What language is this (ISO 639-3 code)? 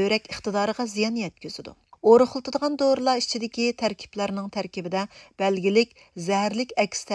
uig